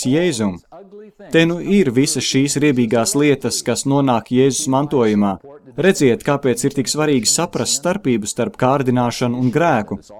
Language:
Latvian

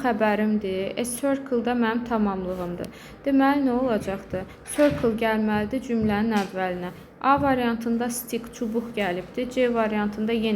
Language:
Azerbaijani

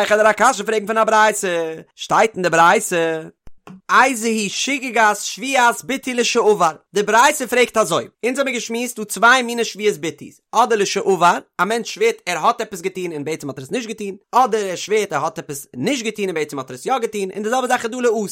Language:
Yiddish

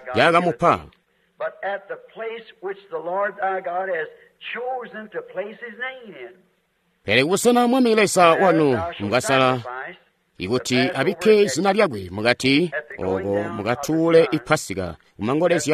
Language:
Tonga (Zambia)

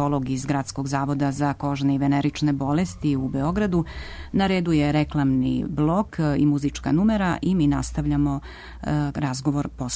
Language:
Serbian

